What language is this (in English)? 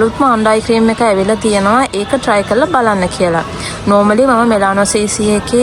Sinhala